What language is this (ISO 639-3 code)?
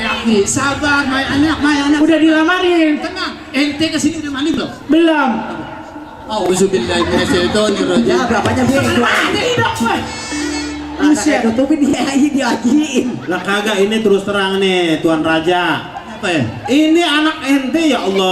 bew